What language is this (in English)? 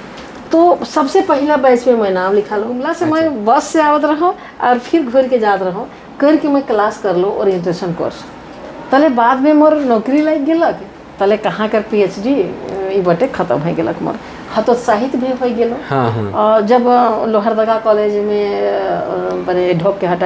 Sadri